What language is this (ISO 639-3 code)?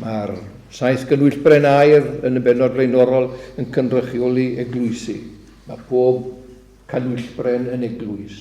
cym